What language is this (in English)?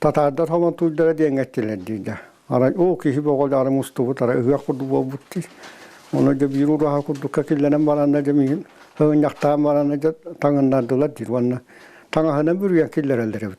Yakut